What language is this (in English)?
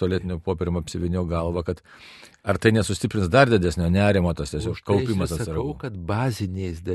Lithuanian